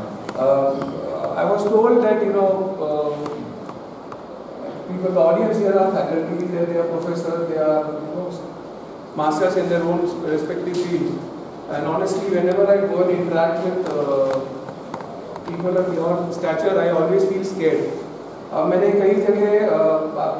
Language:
English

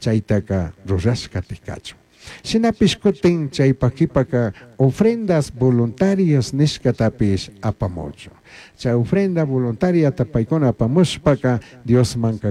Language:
Chimborazo Highland Quichua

